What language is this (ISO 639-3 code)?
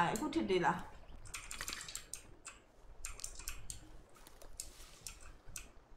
mya